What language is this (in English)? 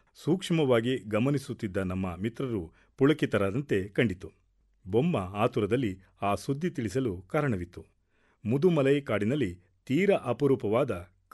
Kannada